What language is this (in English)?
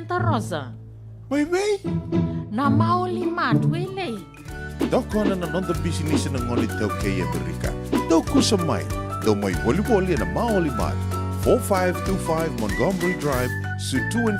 Fijian